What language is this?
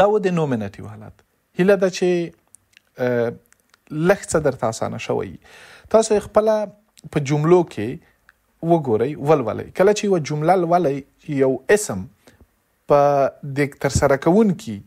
Pashto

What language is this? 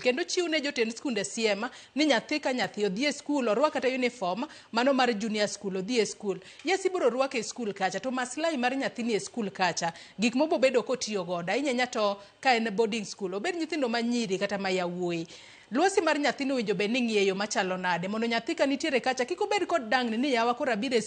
Luo (Kenya and Tanzania)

